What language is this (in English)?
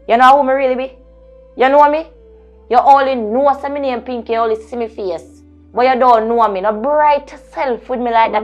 Jamaican Creole English